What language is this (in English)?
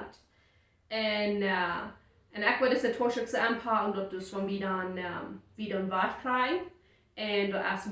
Plautdietsch